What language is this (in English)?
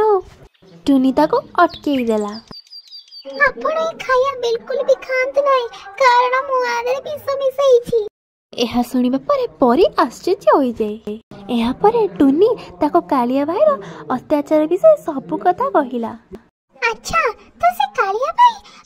Odia